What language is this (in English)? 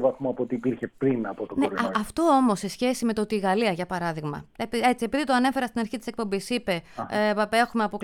Greek